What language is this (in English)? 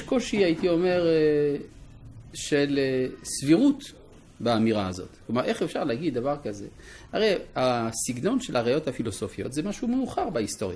Hebrew